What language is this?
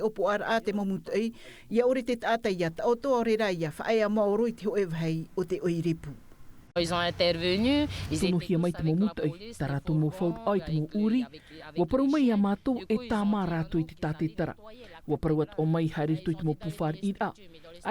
Tahitian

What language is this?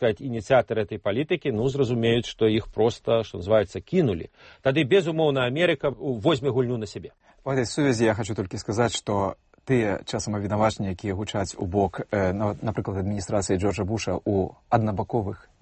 Belarusian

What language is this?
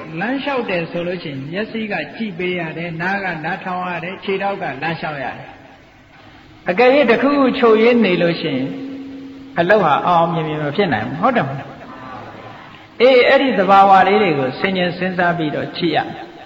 Burmese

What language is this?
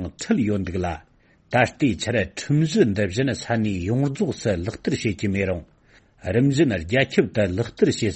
Tibetan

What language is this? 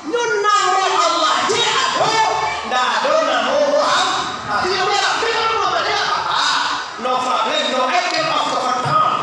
Minangkabau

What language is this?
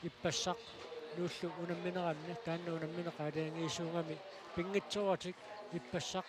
Kalaallisut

